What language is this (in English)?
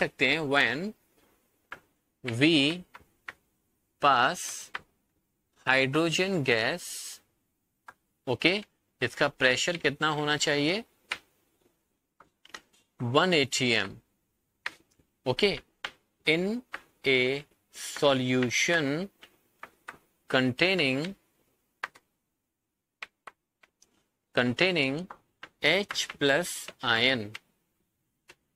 Hindi